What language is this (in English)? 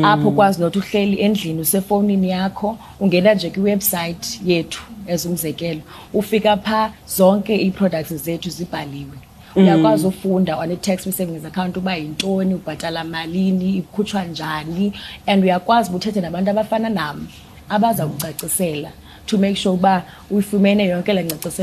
Xhosa